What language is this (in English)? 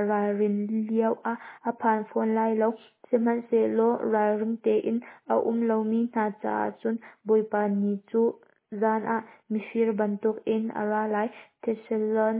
Hakha Chin